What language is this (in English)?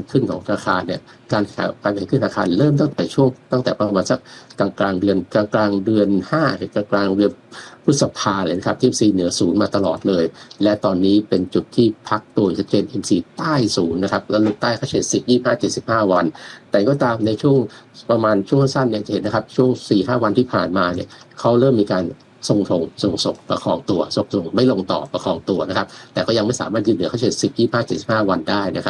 Thai